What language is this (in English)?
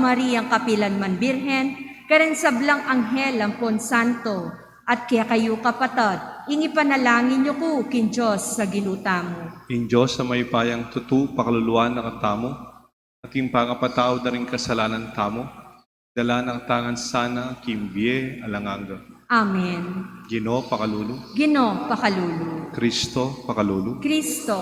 Pampanga